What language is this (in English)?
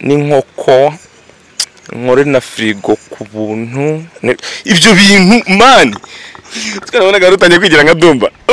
Kinyarwanda